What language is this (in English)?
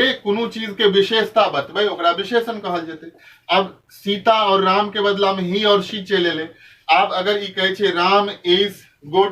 Maithili